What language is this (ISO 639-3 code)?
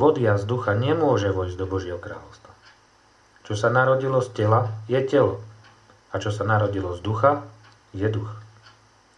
slk